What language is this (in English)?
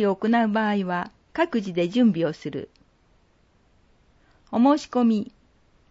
Japanese